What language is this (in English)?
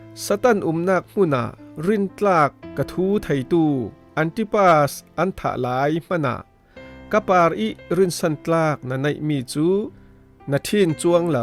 Falam Chin